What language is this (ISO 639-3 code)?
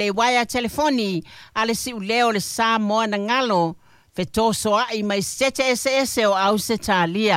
smo